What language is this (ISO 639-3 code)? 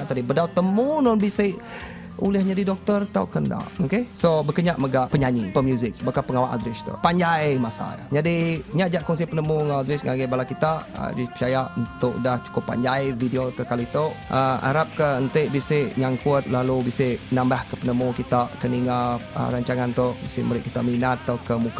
iba